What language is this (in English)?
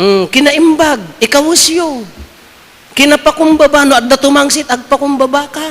Iloko